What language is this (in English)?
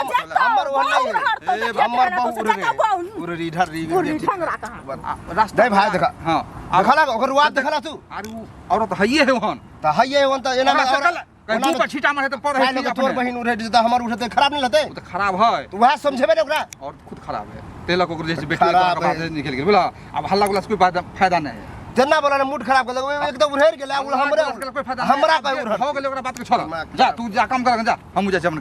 Maithili